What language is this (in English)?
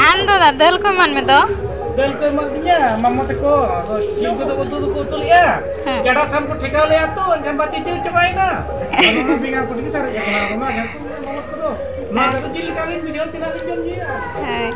Santali